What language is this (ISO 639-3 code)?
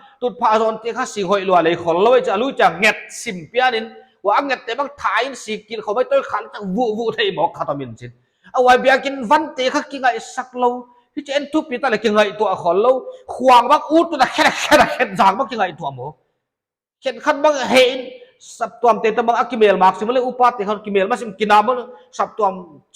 pck